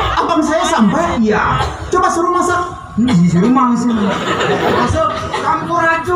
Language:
Betawi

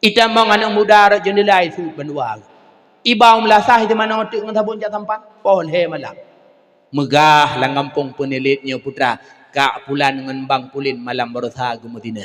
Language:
Achinese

